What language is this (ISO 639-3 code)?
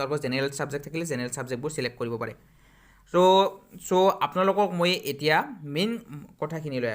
asm